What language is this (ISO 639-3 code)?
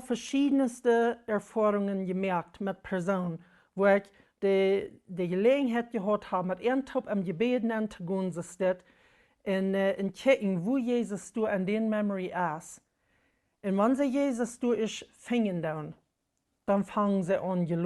pdt